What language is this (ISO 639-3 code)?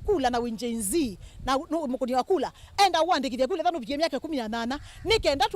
kam